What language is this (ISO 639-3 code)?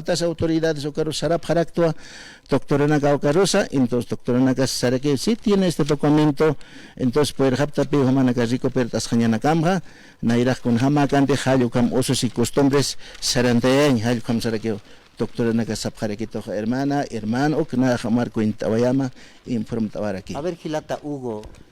aym